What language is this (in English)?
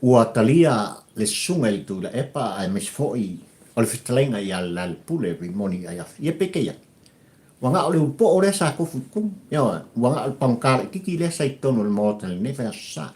Samoan